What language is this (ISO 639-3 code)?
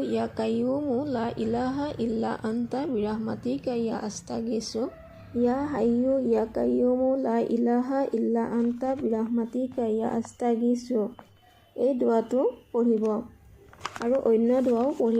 asm